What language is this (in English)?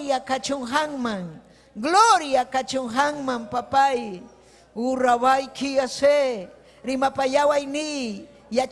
Ayacucho Quechua